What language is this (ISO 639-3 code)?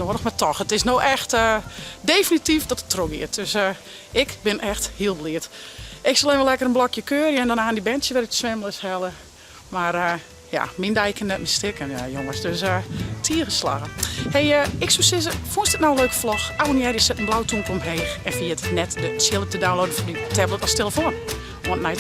fry